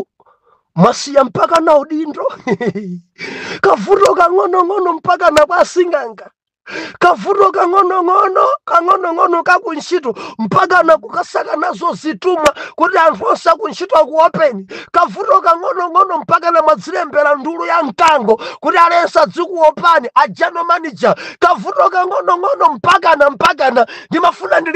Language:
Nyanja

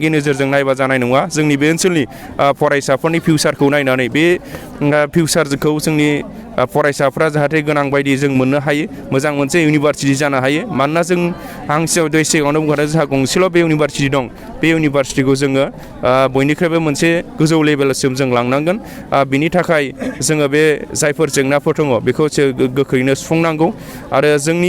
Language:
Bodo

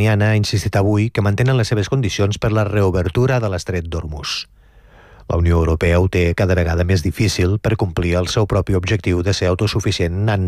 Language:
Catalan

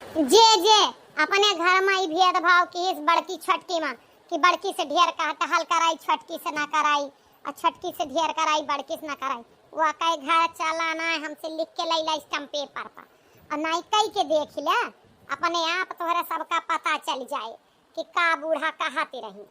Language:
Awadhi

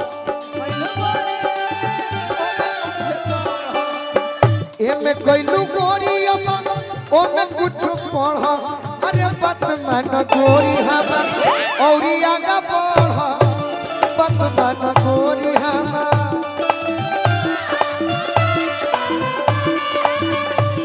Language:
Bhojpuri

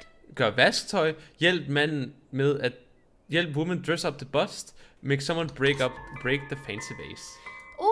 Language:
Danish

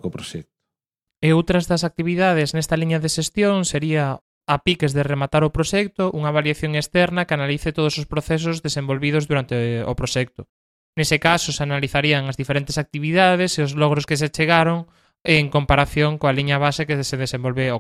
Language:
Galician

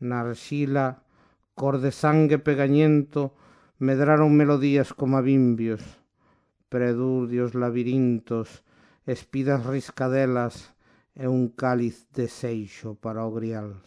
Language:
Galician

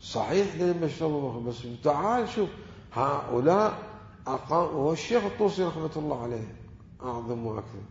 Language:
Mesopotamian Arabic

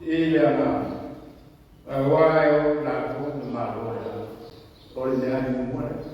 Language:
Samoan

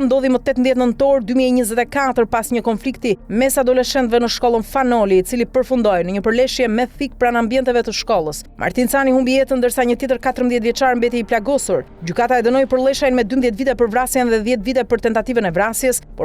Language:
Albanian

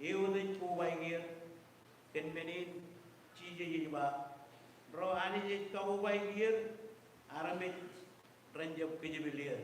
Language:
Marshallese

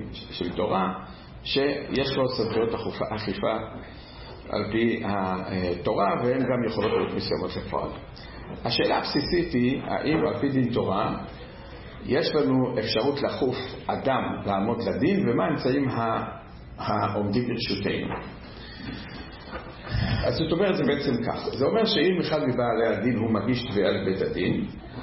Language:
Hebrew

